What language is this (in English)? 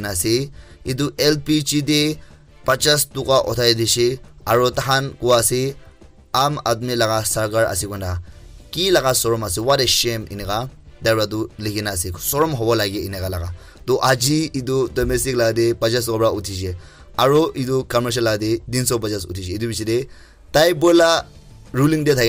Naga Pidgin